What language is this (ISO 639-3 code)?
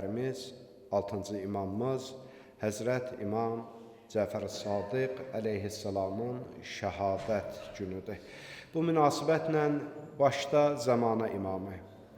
aze